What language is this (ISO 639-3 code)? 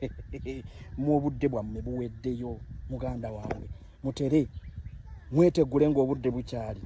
lug